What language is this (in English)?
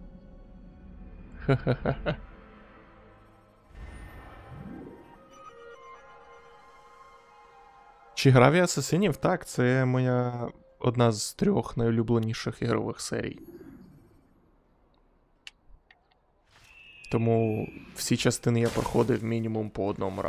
Ukrainian